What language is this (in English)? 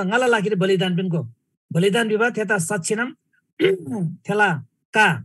Eastern Tamang